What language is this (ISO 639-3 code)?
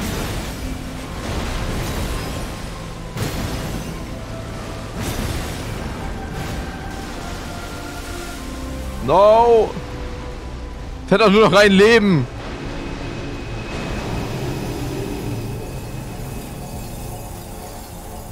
deu